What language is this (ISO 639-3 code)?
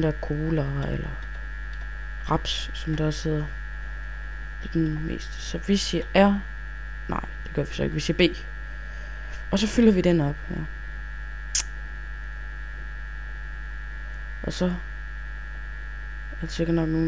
dan